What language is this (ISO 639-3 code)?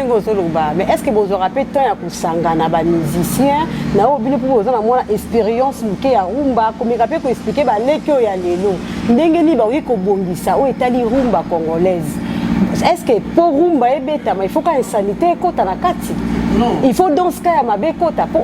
lin